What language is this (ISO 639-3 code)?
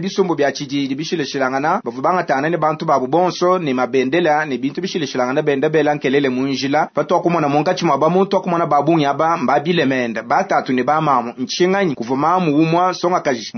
lua